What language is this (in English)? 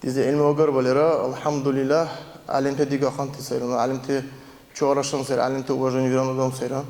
Dargwa